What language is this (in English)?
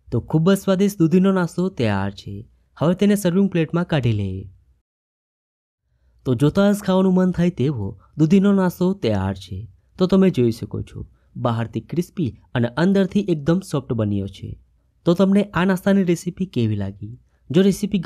Gujarati